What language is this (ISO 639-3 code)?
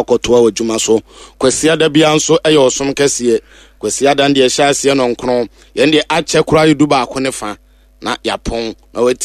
aka